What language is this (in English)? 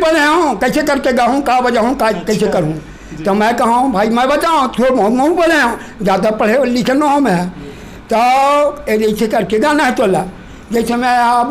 Chhattisgarhi